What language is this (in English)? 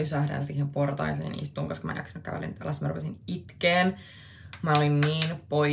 Finnish